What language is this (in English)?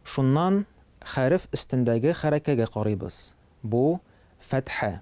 Tatar